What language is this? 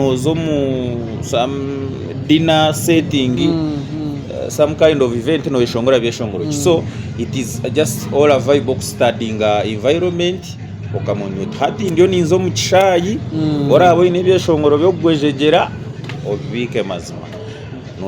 Nyankole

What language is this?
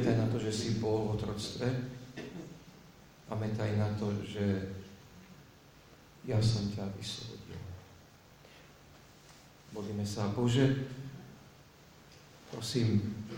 Slovak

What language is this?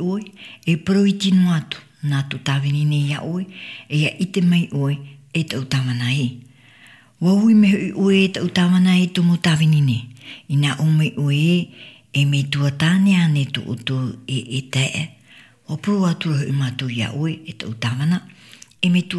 Tahitian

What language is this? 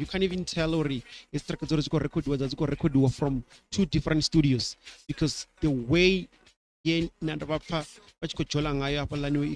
Venda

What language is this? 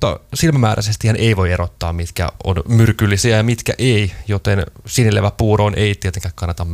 Finnish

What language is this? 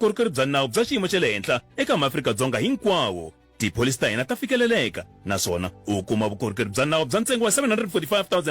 Tsonga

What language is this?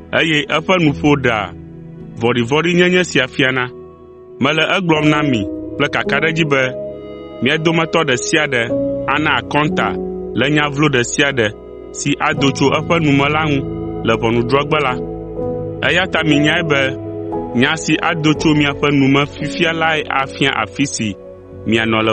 Ewe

